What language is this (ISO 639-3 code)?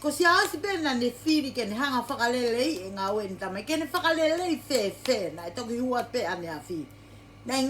ton